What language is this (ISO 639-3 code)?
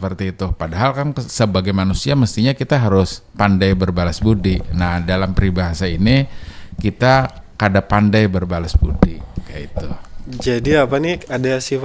bjn